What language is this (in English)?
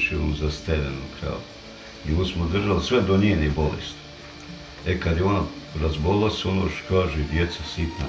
Bosnian